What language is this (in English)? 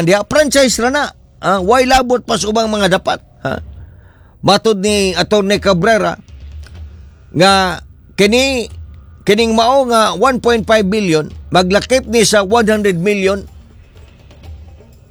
Cebuano